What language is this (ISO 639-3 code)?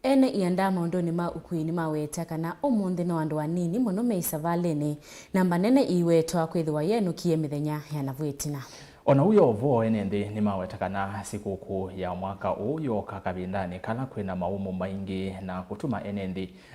kam